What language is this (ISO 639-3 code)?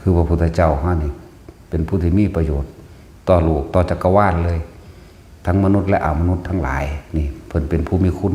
tts